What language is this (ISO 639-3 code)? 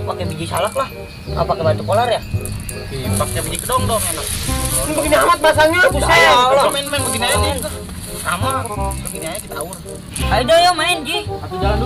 bew